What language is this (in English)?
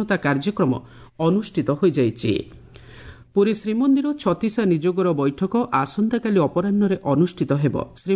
Odia